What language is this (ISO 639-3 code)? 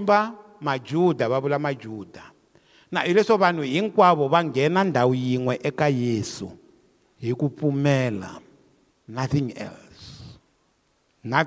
tso